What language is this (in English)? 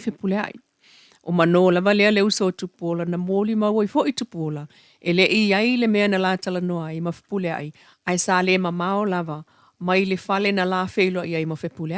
Samoan